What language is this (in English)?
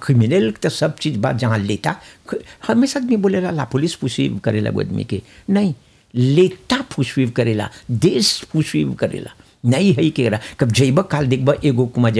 Bhojpuri